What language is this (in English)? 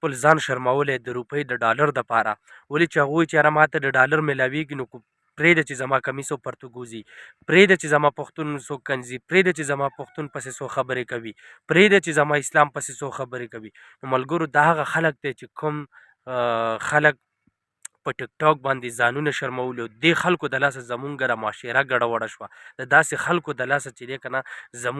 Pashto